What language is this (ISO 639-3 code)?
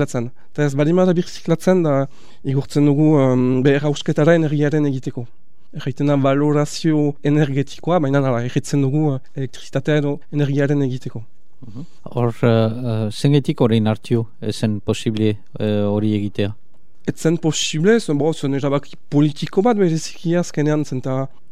eus